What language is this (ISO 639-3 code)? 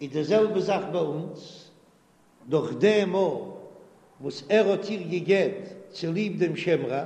yid